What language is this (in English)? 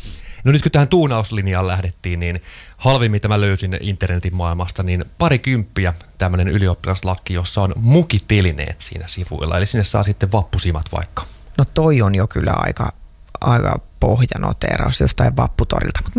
Finnish